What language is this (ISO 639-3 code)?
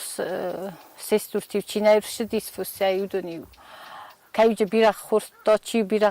oss